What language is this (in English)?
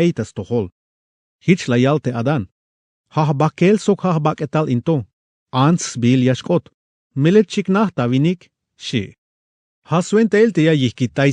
Tzeltal